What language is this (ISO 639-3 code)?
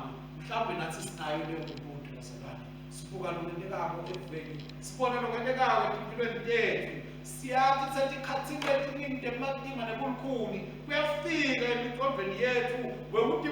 ssw